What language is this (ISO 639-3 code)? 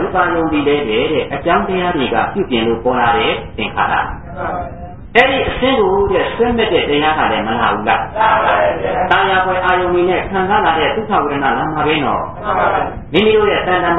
mya